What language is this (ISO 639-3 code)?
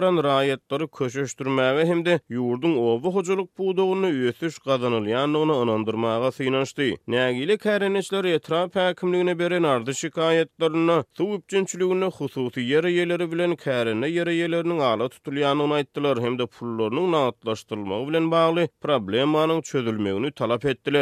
tuk